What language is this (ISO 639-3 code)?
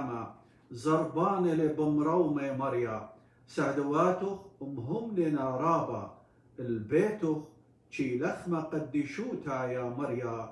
aii